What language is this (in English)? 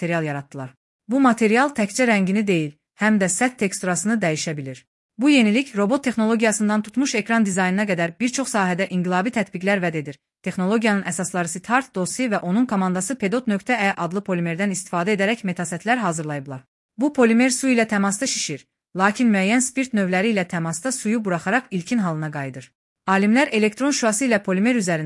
Azerbaijani